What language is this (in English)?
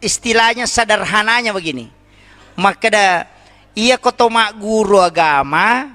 Buginese